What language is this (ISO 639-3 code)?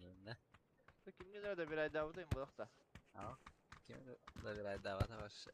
sah